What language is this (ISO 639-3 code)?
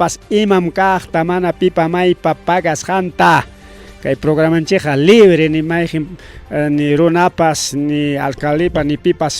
quy